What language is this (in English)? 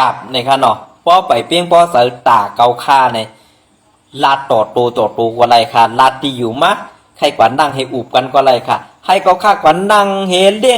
Shan